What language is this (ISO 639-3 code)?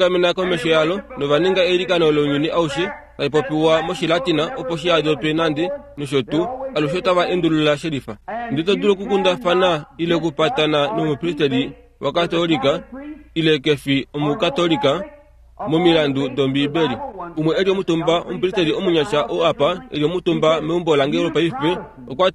kua